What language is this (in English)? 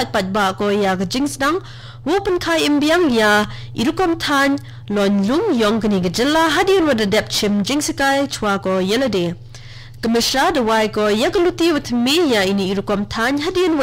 Khasi